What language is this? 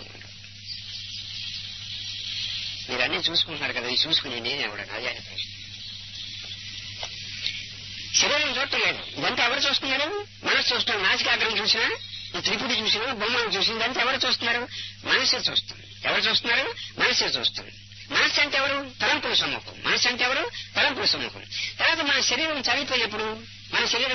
Telugu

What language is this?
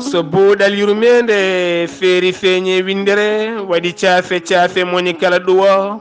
Fula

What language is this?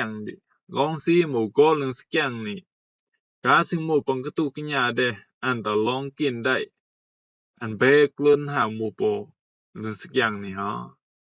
Rumai Palaung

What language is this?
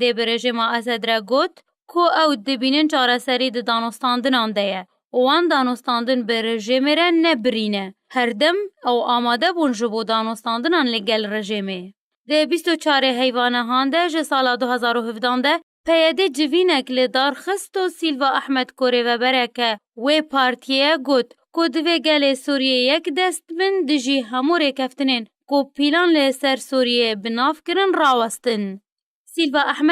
Kurdish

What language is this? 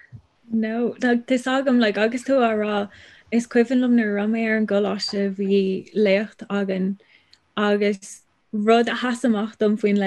Irish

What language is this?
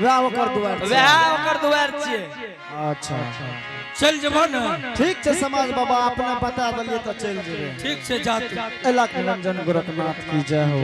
Angika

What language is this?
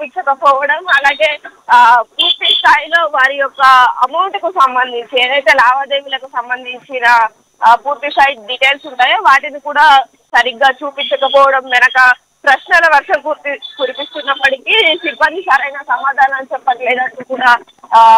Telugu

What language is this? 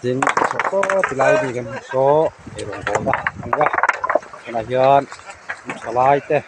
Mizo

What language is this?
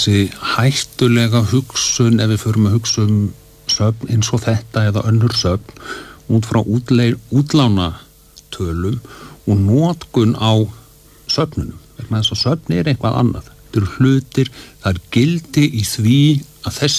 Icelandic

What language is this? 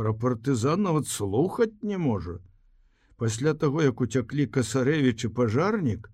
Belarusian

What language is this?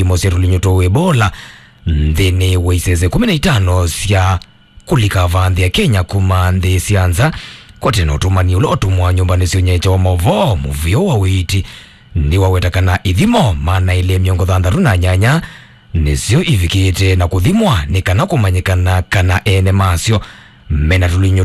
Kamba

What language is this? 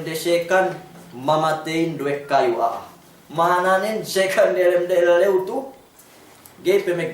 Yakan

